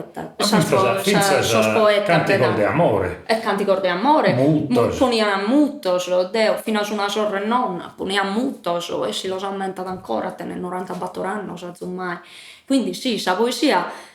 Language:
Sardinian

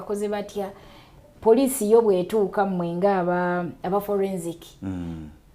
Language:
Ganda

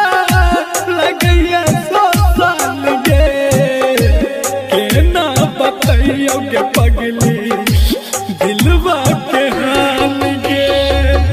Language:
Bhojpuri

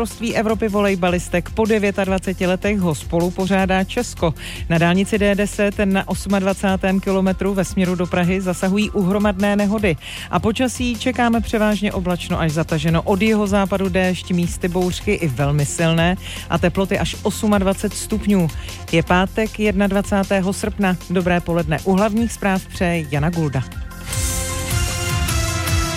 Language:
Czech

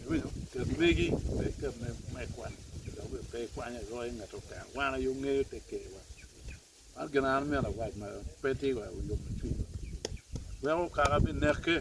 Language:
Acoli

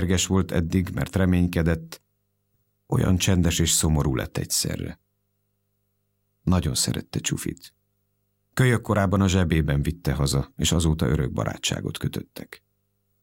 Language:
Hungarian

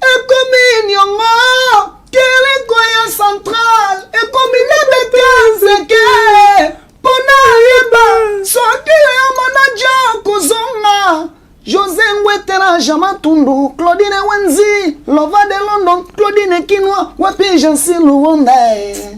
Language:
Lingala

